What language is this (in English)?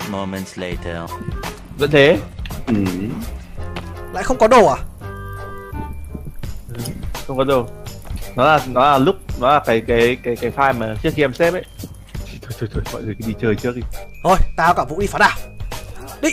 Vietnamese